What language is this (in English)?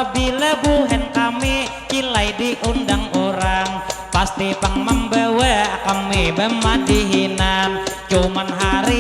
Banjar